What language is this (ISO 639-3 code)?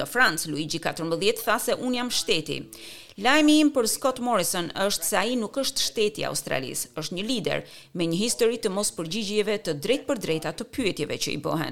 sqi